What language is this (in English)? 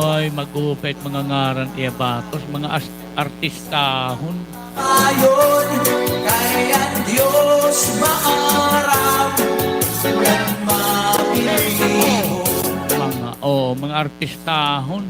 Waray